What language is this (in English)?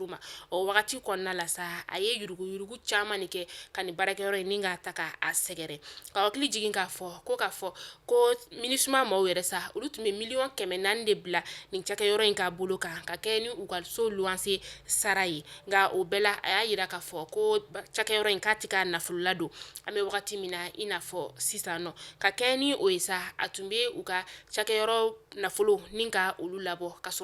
Bambara